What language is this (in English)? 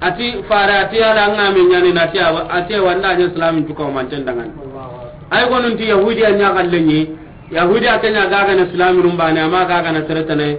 Soninke